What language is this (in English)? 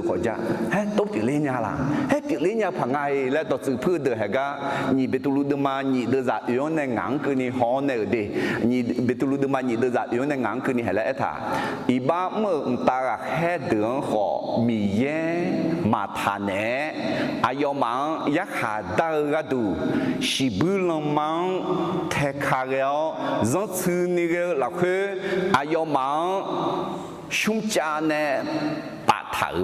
Akha